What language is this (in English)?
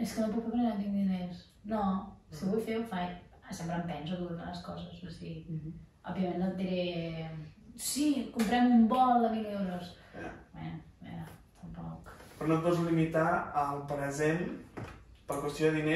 Catalan